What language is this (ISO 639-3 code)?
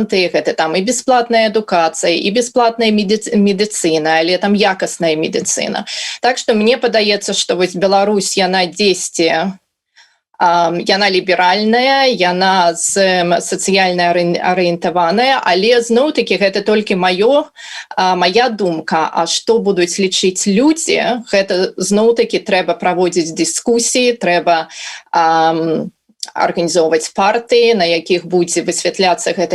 bel